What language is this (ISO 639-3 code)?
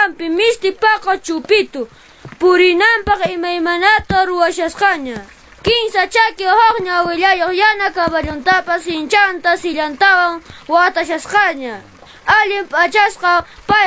que